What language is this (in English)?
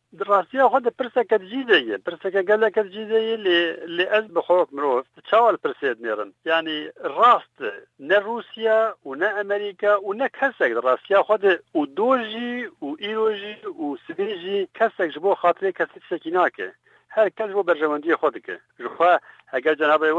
Kurdish